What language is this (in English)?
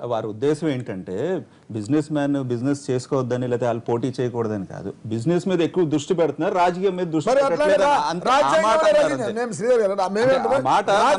Telugu